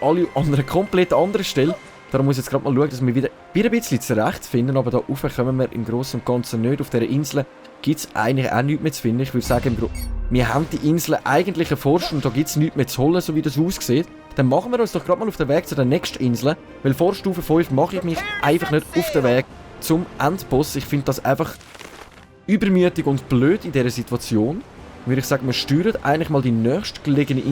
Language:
Swiss German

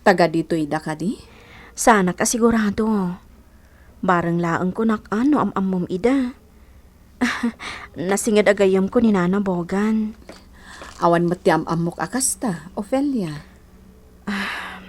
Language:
Iloko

